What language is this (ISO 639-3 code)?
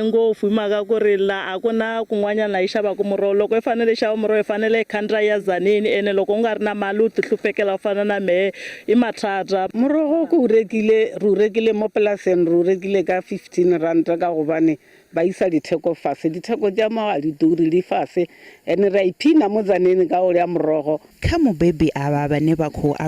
ven